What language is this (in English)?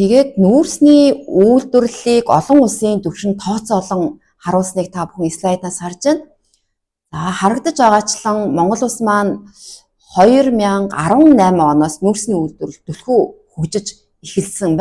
Mongolian